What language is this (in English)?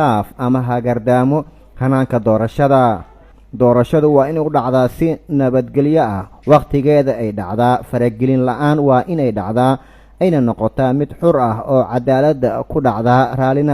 Somali